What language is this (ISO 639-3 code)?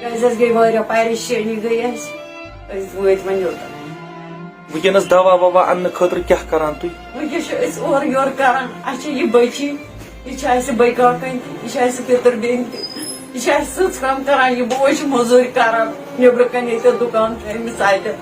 kas